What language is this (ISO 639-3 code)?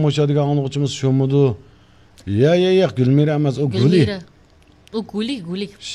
uig